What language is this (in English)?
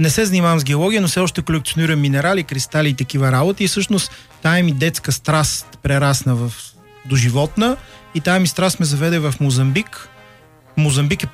Bulgarian